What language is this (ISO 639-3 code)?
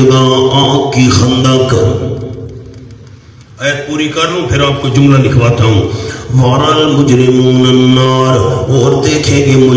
urd